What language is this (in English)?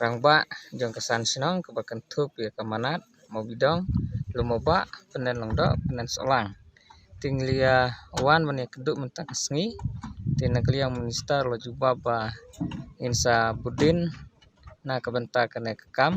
Khasi